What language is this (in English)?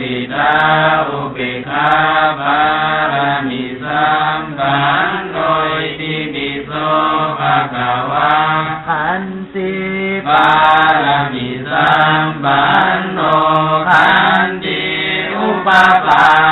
Pali